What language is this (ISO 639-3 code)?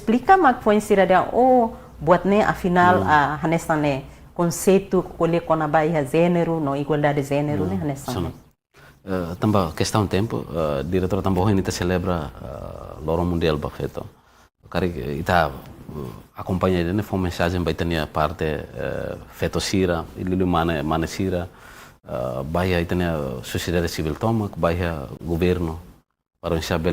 tet